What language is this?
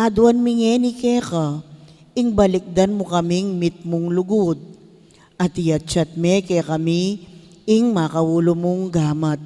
Pampanga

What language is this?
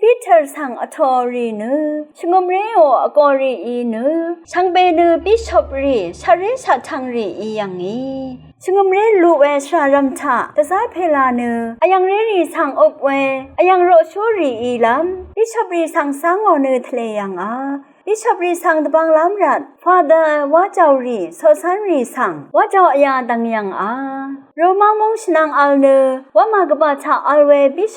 Rawang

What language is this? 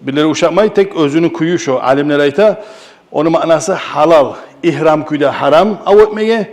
Kumyk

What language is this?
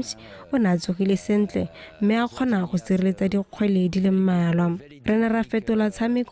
Tswana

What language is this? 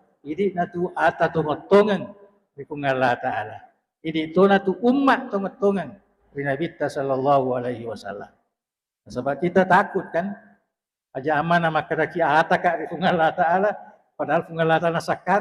Buginese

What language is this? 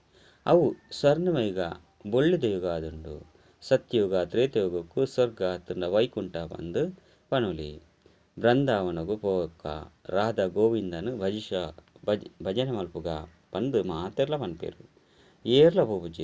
Tulu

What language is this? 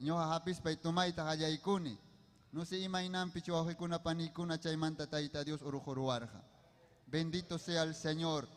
Ayacucho Quechua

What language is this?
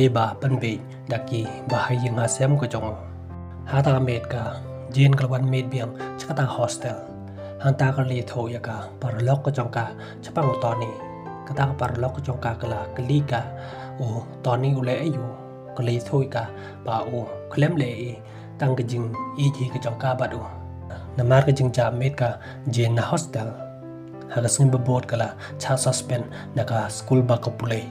Khasi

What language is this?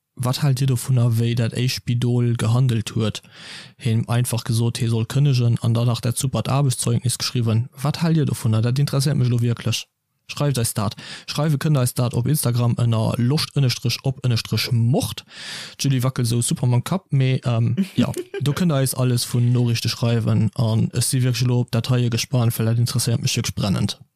Luxembourgish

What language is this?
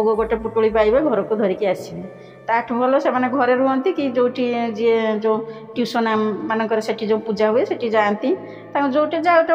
Odia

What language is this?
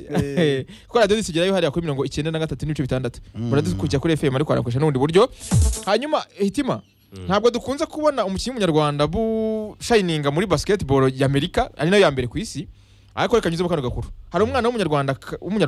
Kinyarwanda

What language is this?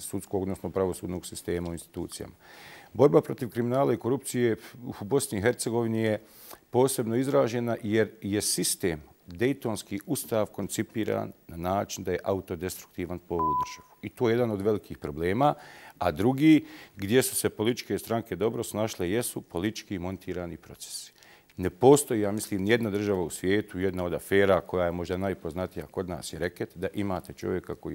Bosnian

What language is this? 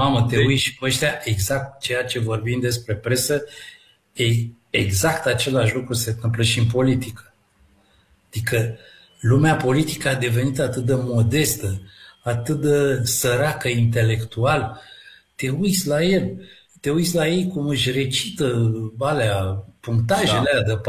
Romanian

